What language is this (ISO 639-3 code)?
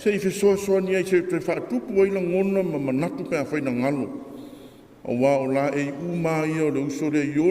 smo